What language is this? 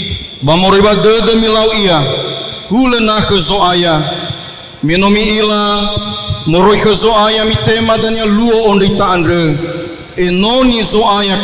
Nias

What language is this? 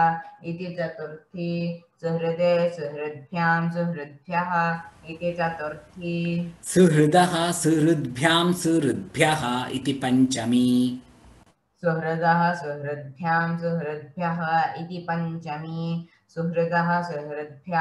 Sanskrit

